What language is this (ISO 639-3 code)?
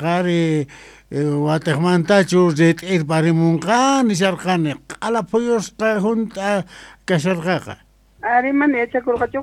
que